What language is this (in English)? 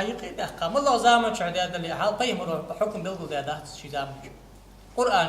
Ingush